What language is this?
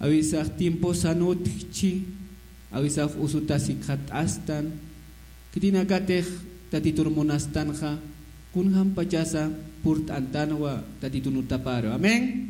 Aymara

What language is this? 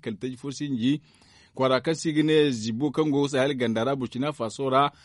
Zarma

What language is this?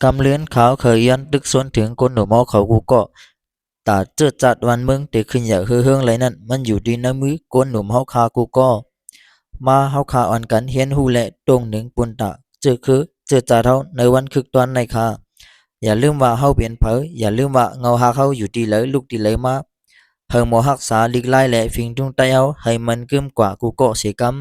Shan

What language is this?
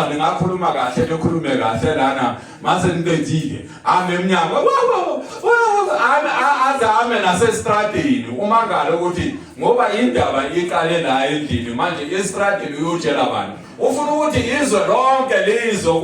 Zulu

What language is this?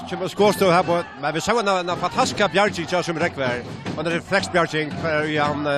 Faroese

